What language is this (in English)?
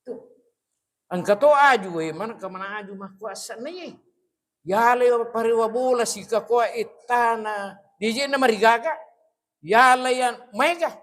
Buginese